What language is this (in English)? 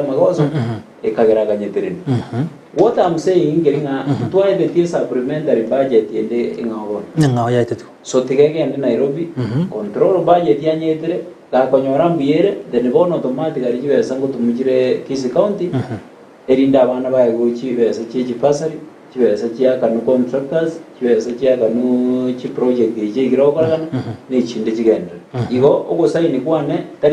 Gusii